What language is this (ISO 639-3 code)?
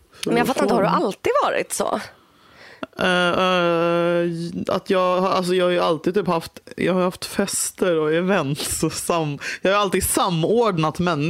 swe